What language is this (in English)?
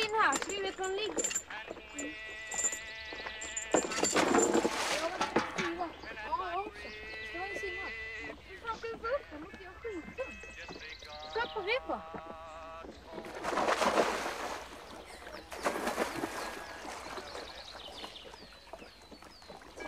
Swedish